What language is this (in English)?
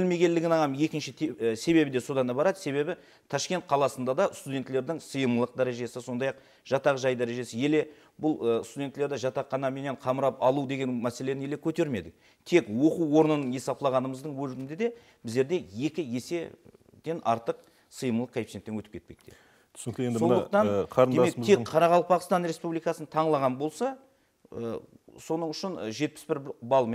Kara-Kalpak